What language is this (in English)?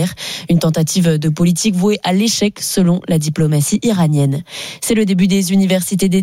French